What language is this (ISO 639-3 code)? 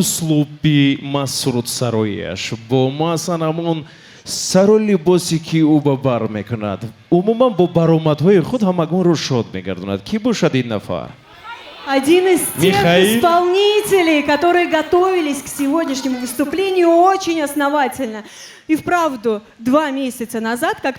tgk